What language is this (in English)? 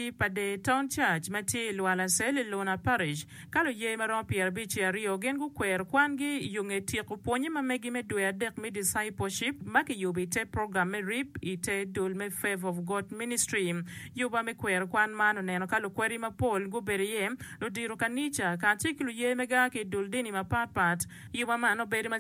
Acoli